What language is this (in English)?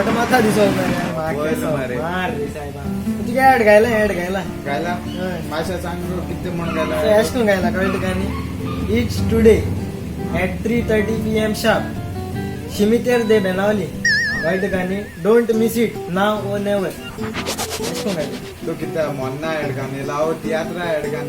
Konkani